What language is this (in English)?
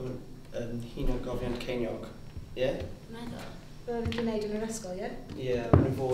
Welsh